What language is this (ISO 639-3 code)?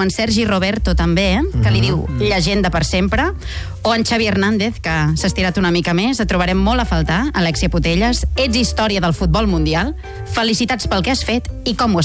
cat